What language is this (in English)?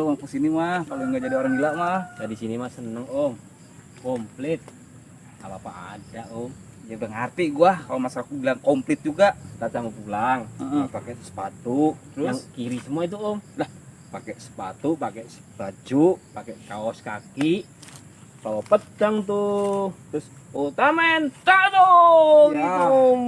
Betawi